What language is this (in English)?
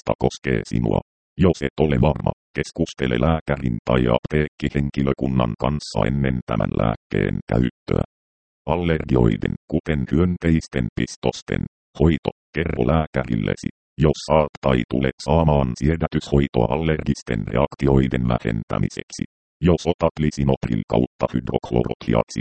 Finnish